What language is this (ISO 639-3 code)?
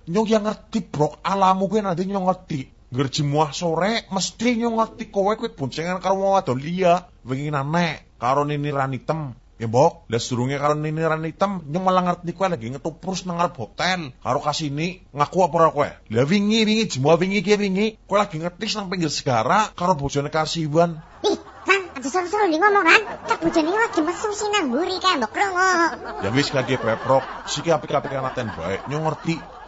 jav